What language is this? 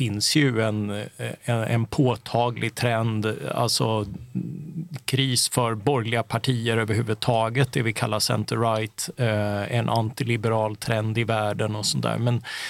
Swedish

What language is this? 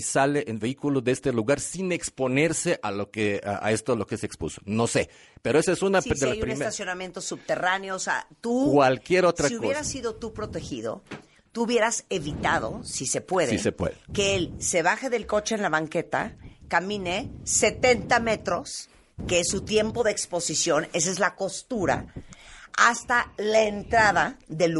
Spanish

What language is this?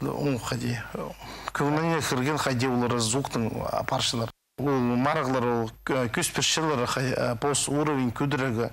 Khakas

